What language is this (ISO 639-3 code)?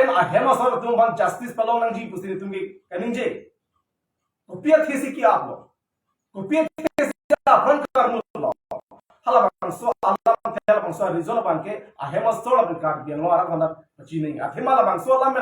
mjw